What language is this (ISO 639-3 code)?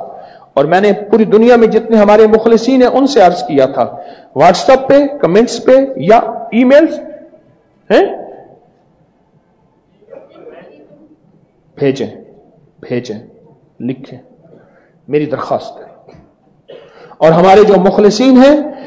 urd